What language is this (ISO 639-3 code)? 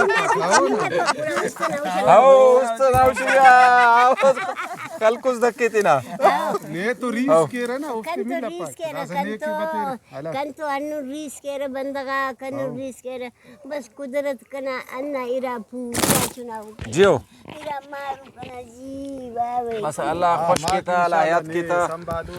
brh